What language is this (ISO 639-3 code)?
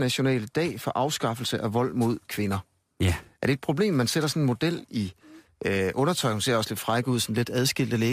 dan